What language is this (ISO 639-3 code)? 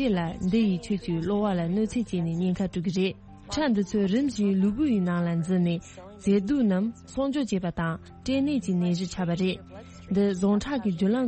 bod